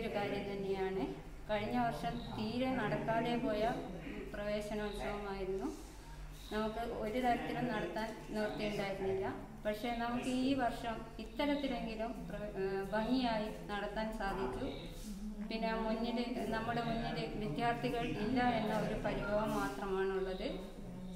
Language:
Malayalam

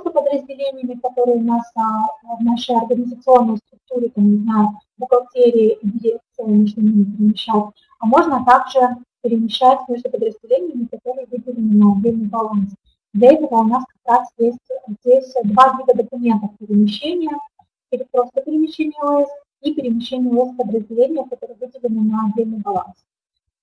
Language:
Russian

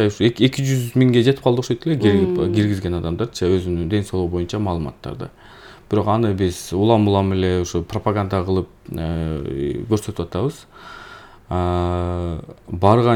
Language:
Kyrgyz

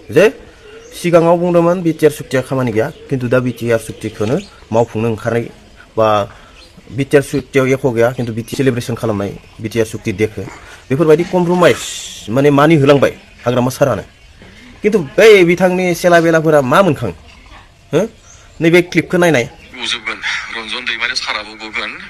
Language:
Bodo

